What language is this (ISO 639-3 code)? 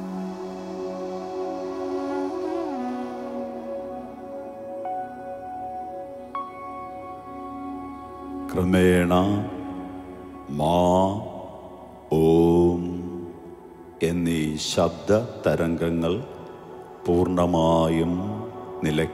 mal